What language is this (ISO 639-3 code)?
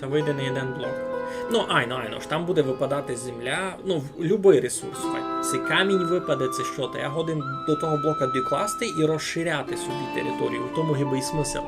rue